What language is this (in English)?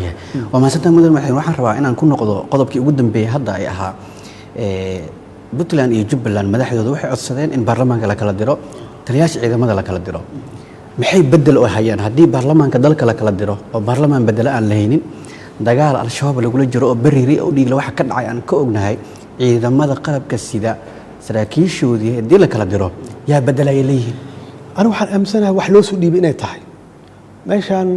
Somali